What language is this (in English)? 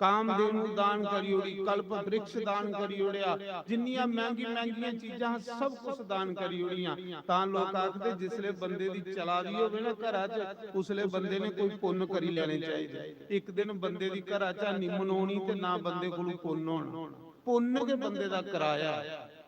Dogri